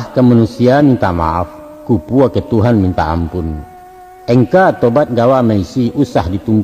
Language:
Minangkabau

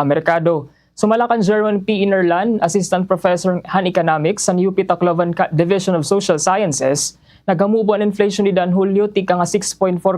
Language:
Waray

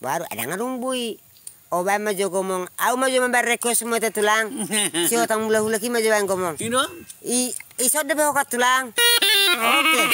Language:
Batak Toba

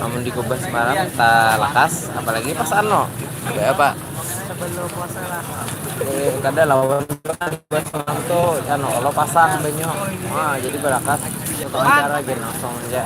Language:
Banjar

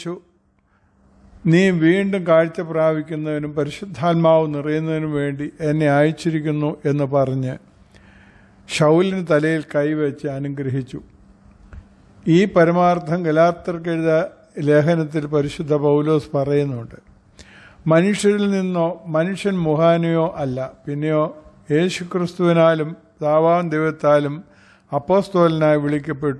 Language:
Malayalam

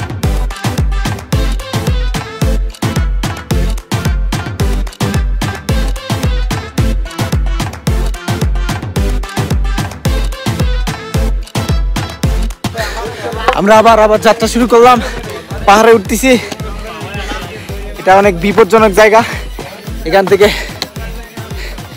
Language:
Bangla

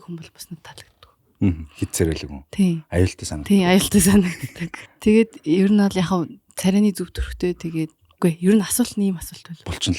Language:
Mongolian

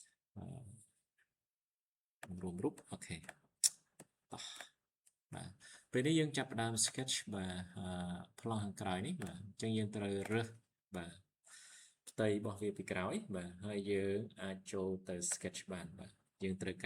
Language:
Khmer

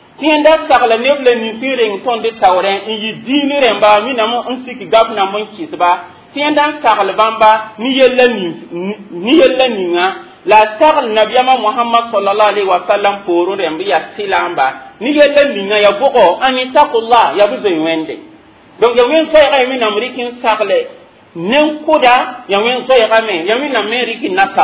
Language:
Mossi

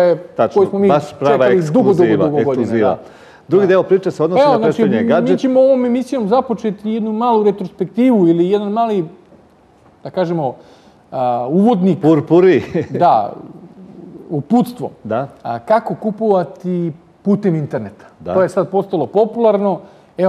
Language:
Serbian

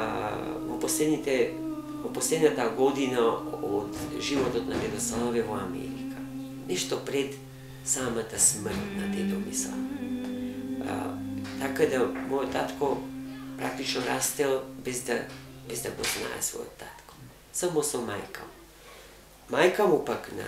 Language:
Macedonian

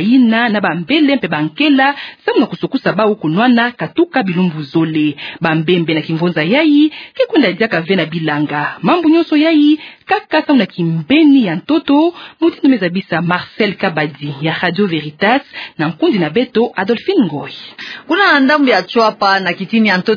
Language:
Kituba (Democratic Republic of Congo)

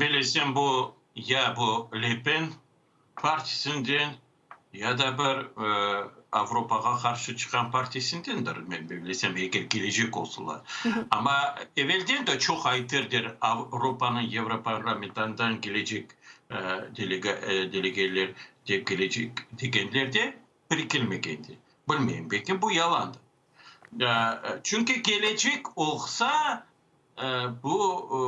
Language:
Crimean Tatar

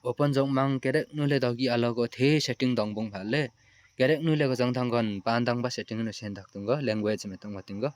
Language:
Limbu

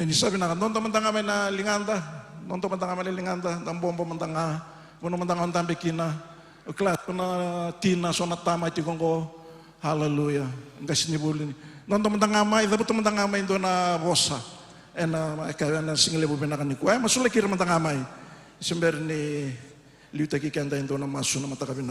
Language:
Fijian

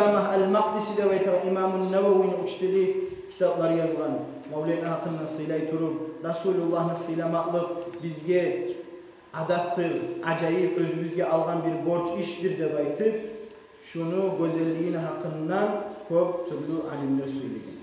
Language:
Kumyk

